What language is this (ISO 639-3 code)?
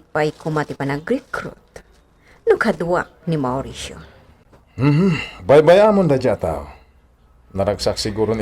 ilo